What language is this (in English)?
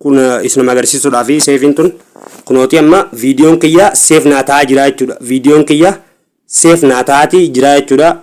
Oromo